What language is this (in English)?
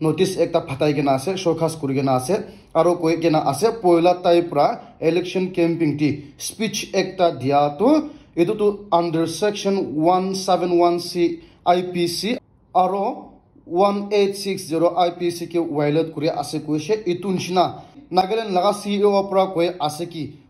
Naga Pidgin